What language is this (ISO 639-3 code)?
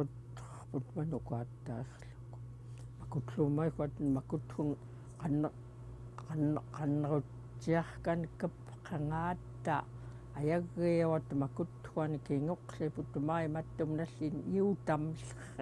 esu